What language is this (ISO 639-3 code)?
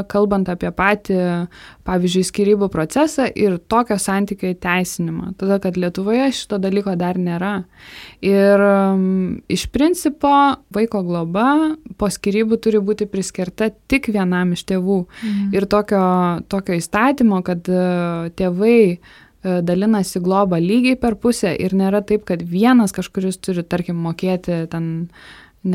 lit